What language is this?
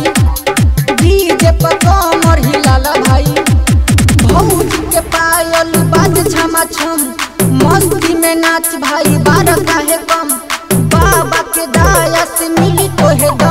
Bhojpuri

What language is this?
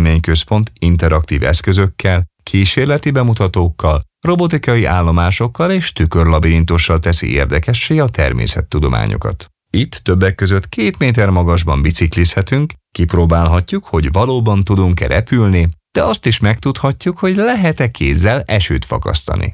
Hungarian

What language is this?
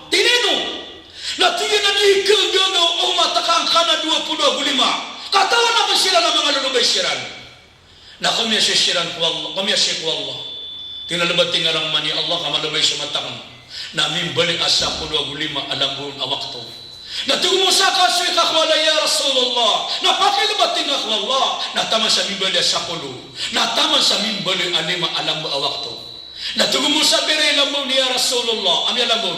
Maranao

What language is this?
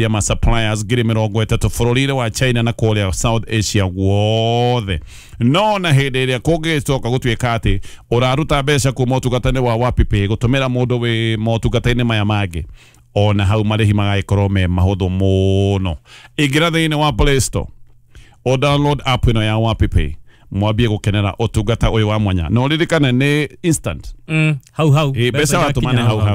Kikuyu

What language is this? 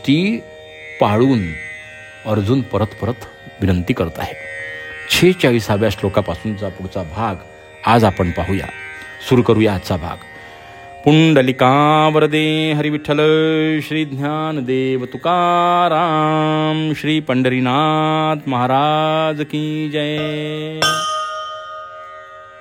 Marathi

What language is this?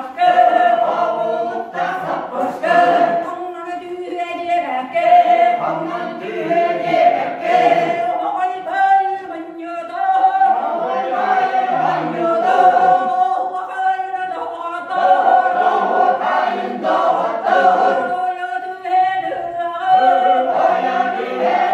Yakut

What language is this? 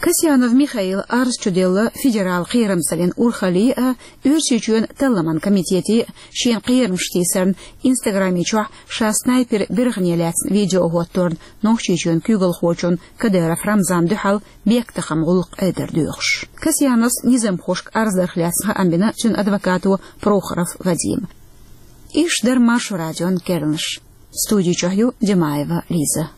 Chechen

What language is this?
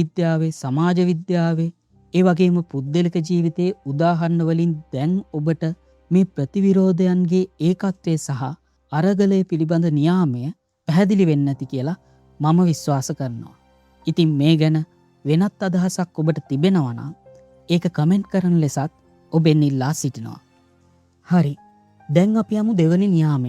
Sinhala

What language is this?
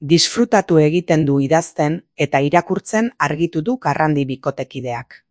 Basque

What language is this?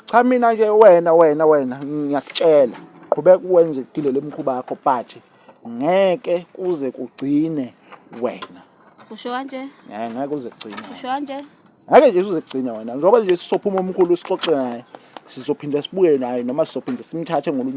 Zulu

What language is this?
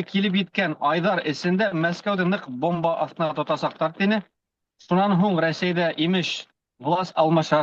Bashkir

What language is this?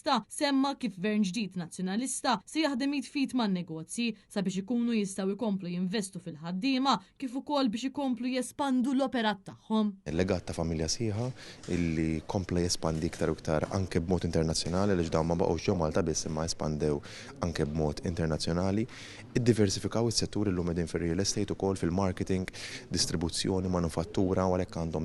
Maltese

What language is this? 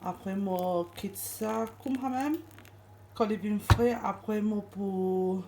Morisyen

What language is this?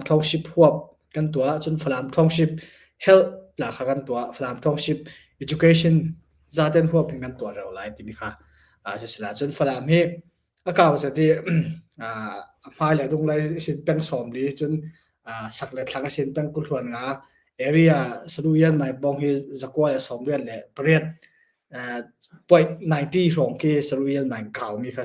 Hakha Chin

